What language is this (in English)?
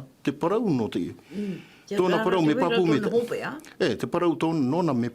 Tahitian